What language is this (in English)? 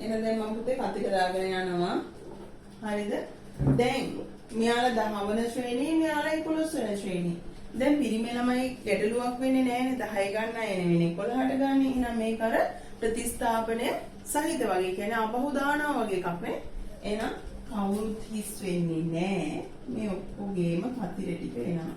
Sinhala